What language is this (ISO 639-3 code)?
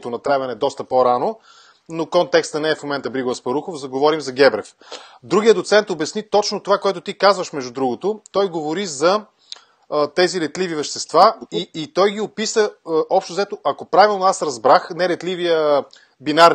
bul